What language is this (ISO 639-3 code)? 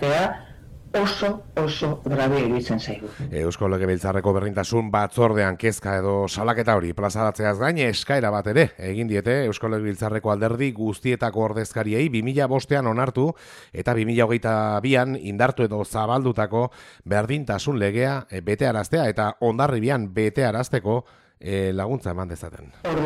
eus